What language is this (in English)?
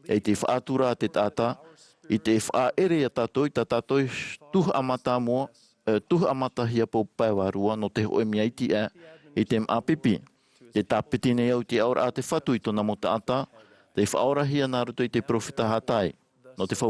Tahitian